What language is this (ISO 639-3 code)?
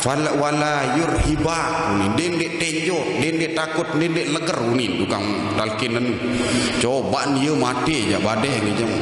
sas